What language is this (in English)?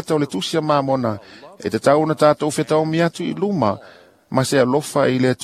Samoan